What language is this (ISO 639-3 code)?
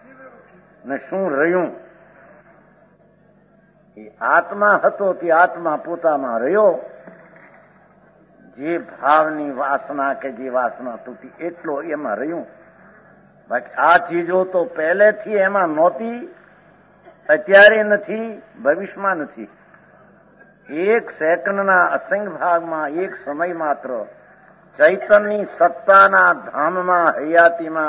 guj